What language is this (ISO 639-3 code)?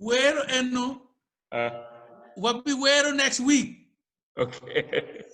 ach